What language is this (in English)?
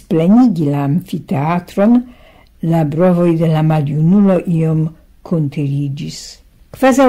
Esperanto